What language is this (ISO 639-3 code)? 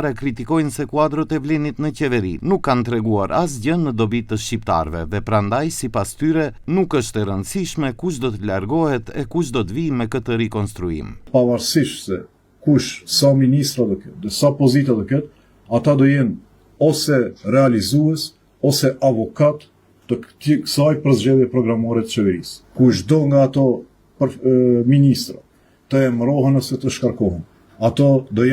sqi